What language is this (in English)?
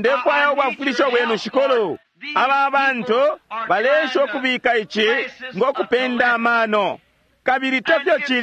Bemba